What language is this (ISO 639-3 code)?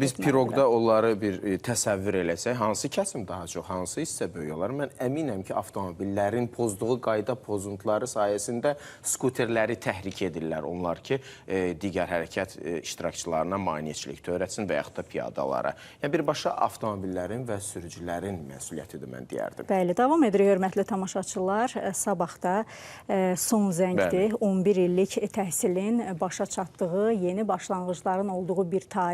aze